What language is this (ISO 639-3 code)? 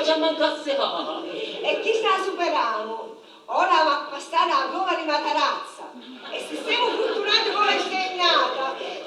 scn